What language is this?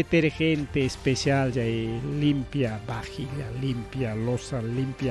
Ayacucho Quechua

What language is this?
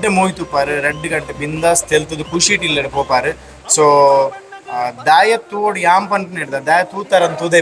Tulu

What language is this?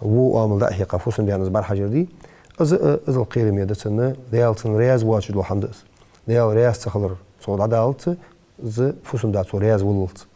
Ingush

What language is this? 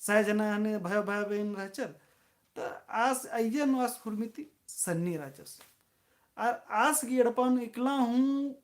Kurukh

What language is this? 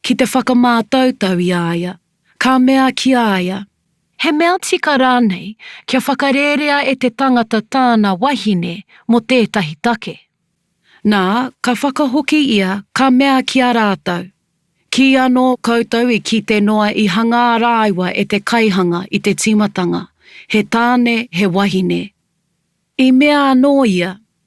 Māori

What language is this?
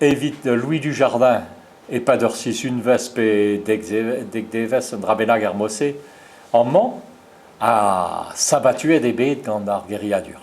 Breton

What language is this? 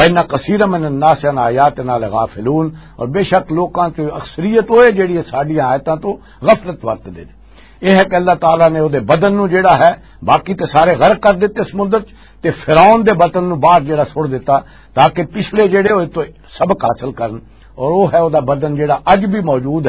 Western Panjabi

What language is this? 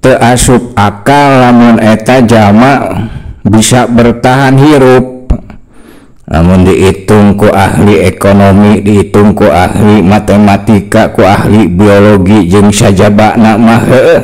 Sundanese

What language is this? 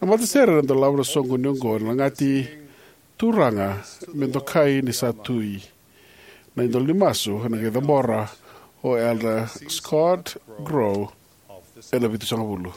Fijian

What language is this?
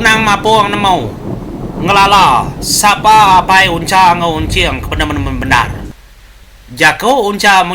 Iban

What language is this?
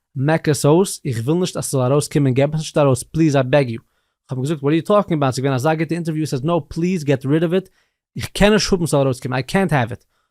Yiddish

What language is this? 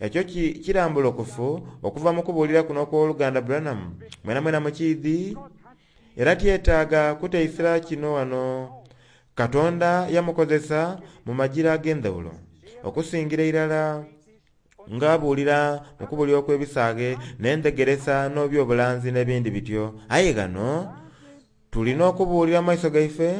Soga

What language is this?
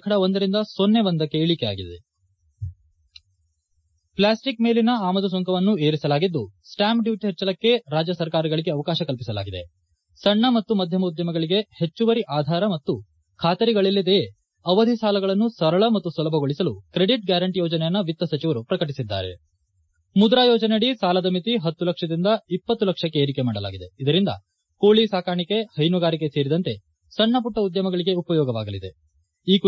Kannada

